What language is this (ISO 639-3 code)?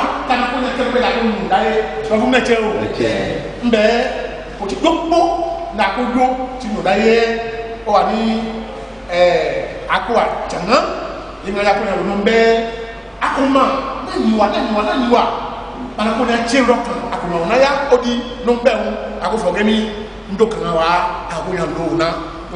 ife